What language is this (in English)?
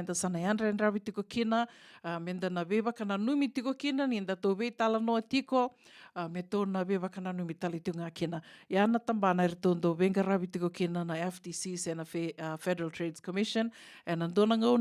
Fijian